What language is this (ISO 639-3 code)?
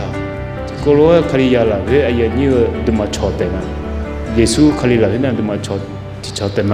ahk